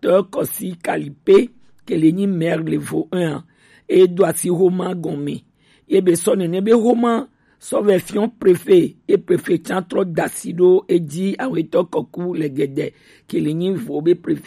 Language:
Gen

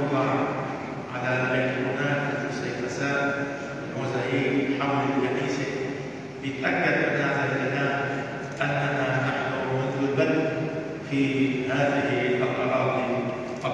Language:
Arabic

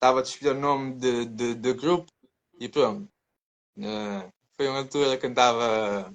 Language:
Kabuverdianu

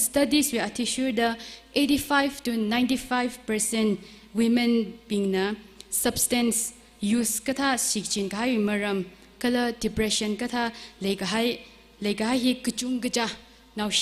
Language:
Tangkhul Naga (India)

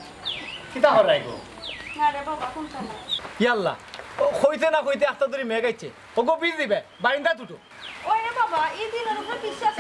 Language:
Sylheti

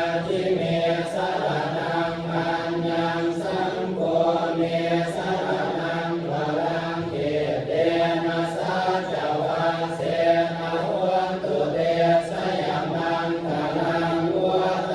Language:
Pali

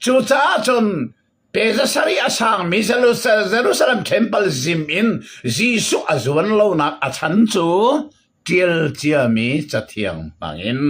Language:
Hakha Chin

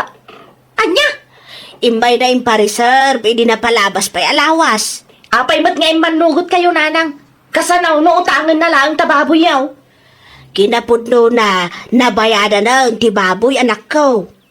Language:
Iloko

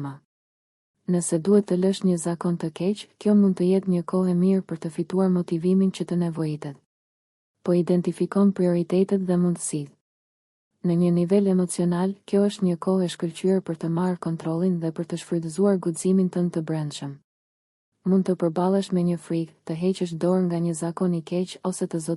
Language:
Albanian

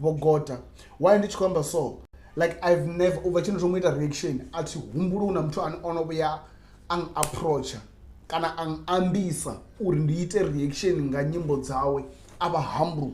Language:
Venda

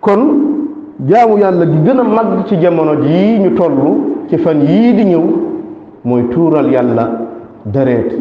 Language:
Wolof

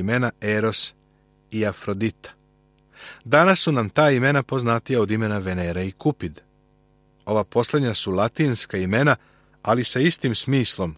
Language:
Serbian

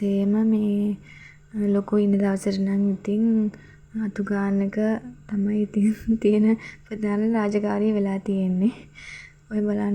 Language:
Sinhala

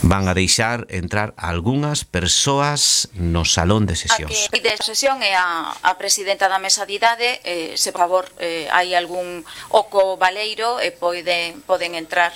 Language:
Galician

